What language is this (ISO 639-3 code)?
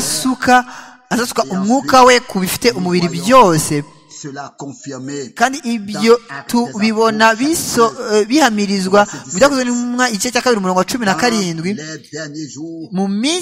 kin